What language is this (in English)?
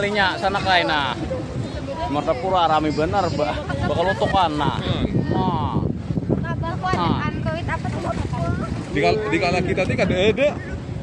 Banjar